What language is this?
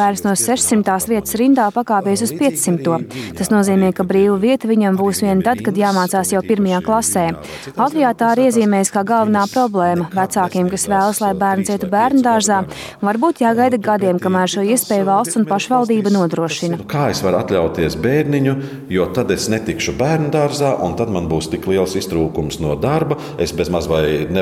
Latvian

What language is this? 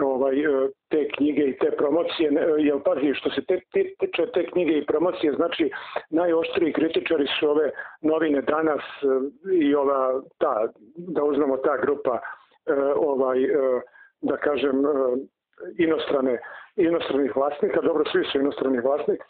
Serbian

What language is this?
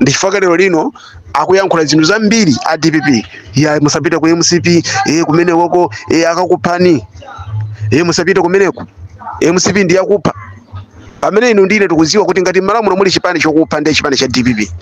Nyanja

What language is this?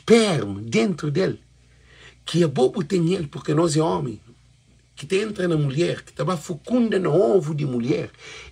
Kabuverdianu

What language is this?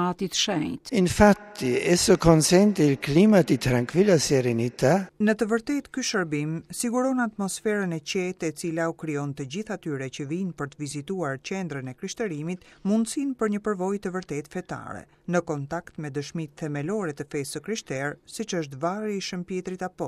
Albanian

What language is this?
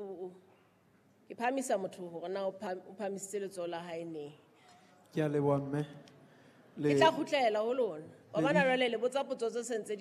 Southern Sotho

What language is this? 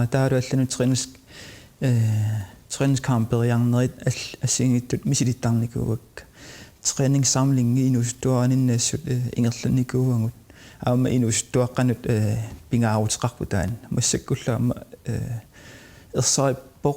Kalaallisut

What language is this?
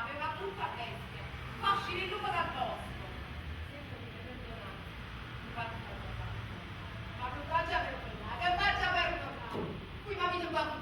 Neapolitan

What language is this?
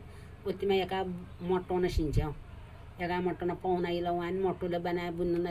Nepali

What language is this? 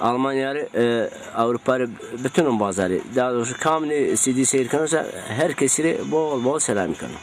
Zaza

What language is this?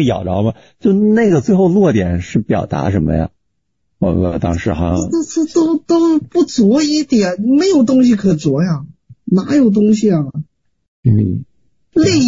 Chinese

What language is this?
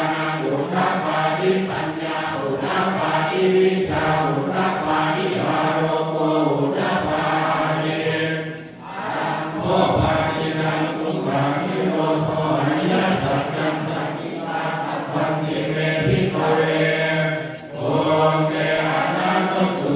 Pali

